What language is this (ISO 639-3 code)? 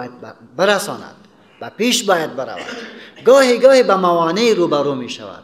fas